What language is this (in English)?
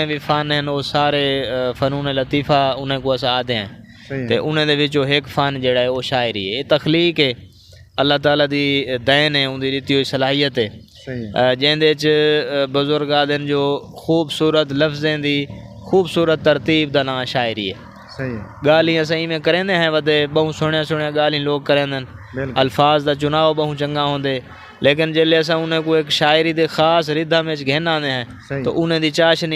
Saraiki